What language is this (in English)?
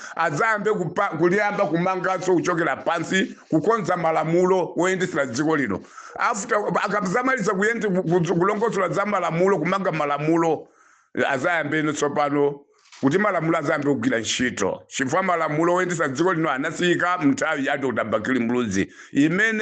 Nyanja